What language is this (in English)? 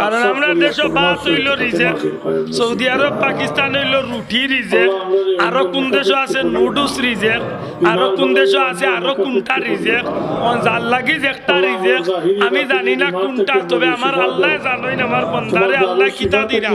Sylheti